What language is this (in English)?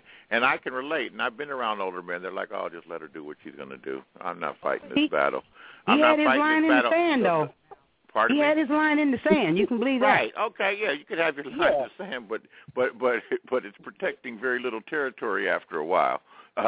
English